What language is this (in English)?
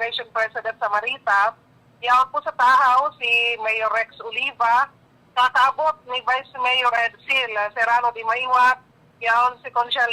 Bikol